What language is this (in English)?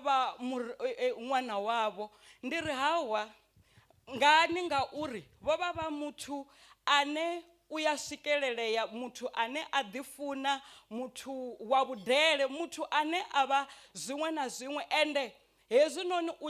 Venda